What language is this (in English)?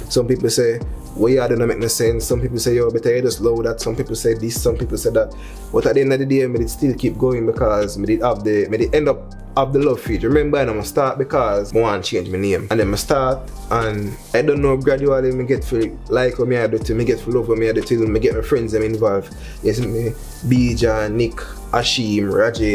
Jamaican Creole English